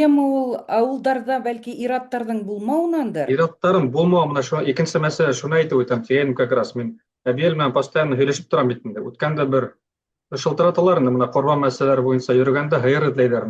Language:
Bashkir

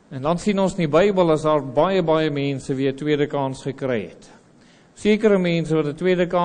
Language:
Afrikaans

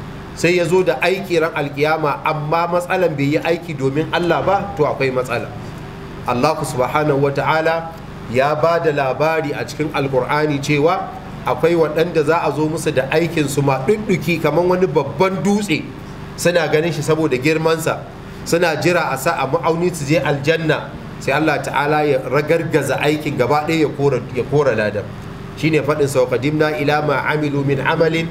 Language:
Hausa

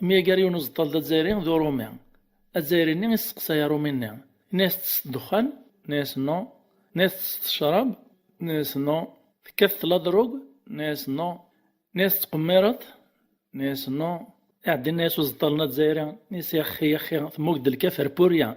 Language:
Kabyle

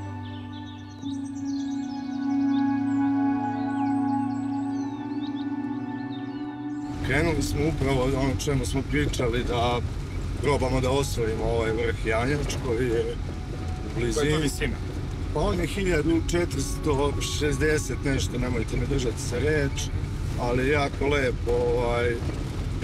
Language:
Serbian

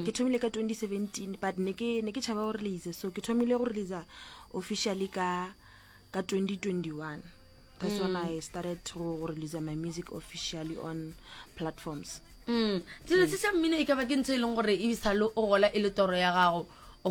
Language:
Northern Sotho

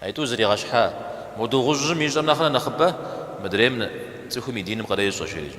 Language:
Kabardian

